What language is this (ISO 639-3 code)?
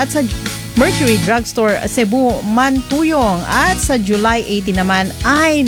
fil